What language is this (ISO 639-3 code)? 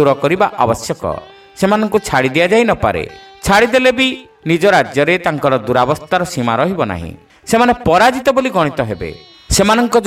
ori